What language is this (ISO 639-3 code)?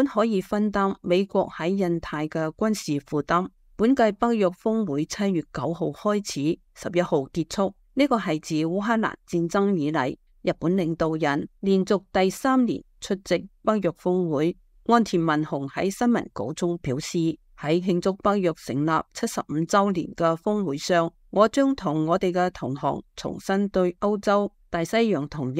yue